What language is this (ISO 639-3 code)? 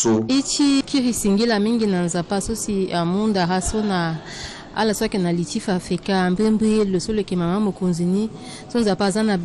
sag